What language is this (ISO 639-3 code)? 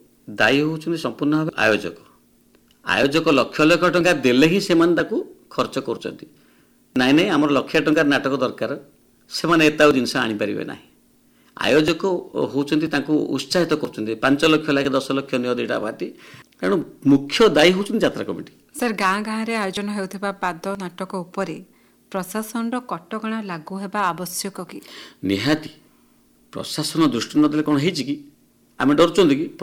ori